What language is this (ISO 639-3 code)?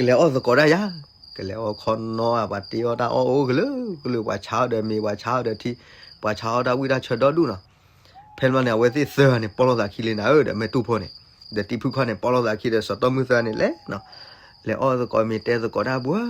ksw